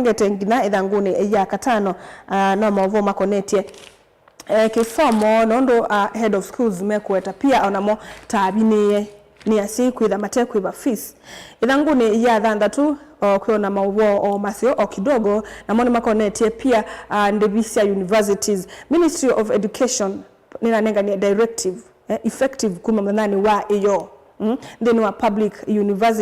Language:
Kamba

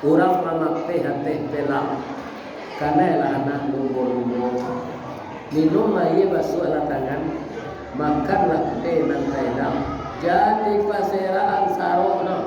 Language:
Minangkabau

